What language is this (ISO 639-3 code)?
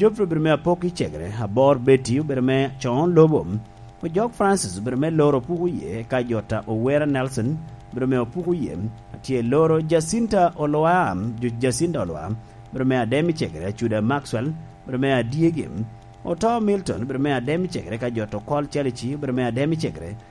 laj